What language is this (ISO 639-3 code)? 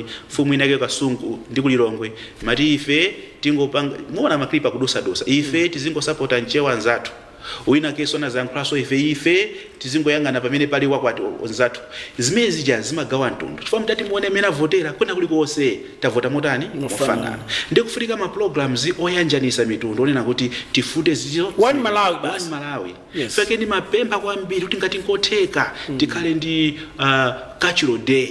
nya